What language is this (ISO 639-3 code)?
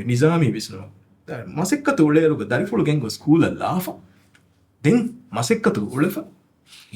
div